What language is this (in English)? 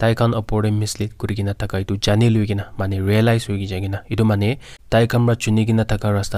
Naga Pidgin